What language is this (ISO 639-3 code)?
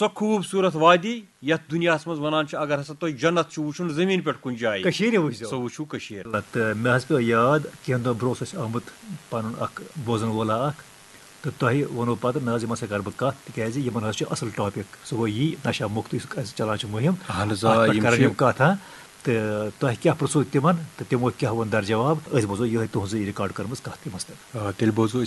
kas